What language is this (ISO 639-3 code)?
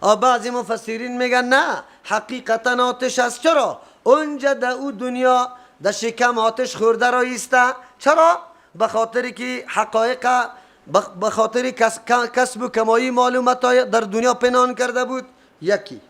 fas